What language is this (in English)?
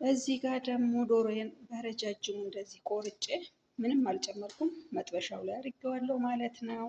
Amharic